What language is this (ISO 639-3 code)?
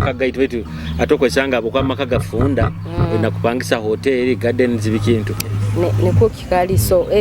nyo